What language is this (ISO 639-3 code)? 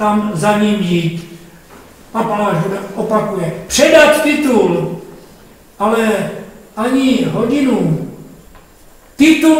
ces